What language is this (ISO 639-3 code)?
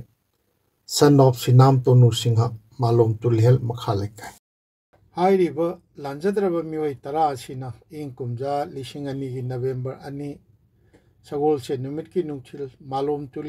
mni